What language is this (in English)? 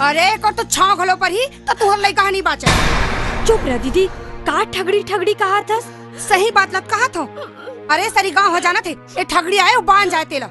Chhattisgarhi